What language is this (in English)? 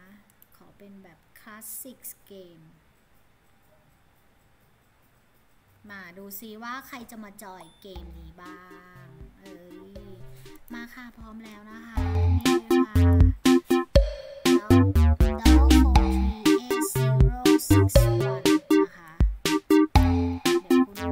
Thai